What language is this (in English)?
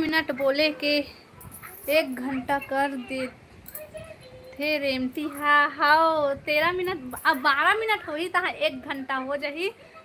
Chhattisgarhi